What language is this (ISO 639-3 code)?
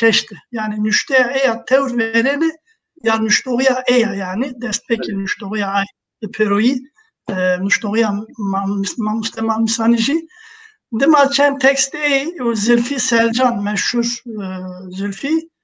zza